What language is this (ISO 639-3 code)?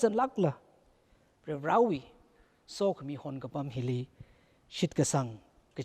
nmf